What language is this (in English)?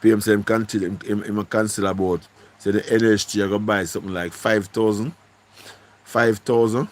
Jamaican Creole English